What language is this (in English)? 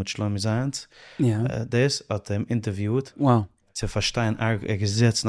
Yiddish